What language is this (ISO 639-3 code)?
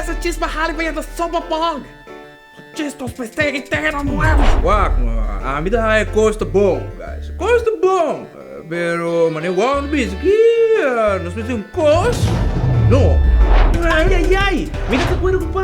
pap